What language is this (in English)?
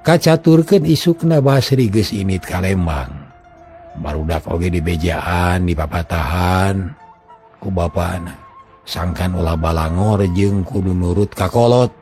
Sundanese